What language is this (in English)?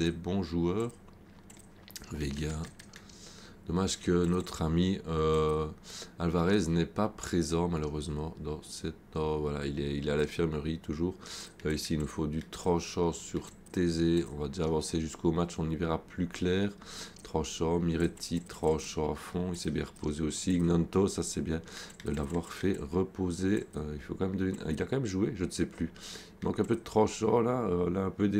French